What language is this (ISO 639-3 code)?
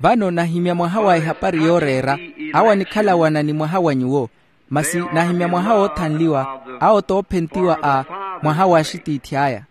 vmw